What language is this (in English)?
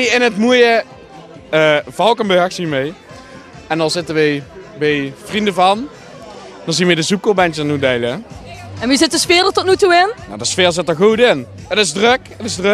Limburgish